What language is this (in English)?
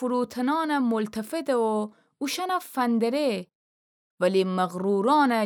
Gilaki